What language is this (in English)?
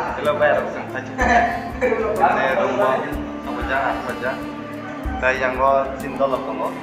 Kok Borok